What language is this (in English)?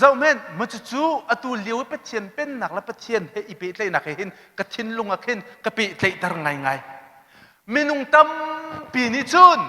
Hakha Chin